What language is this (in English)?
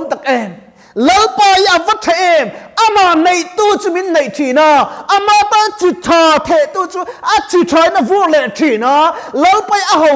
Mizo